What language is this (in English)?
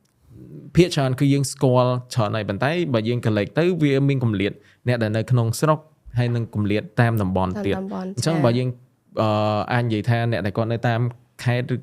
Khmer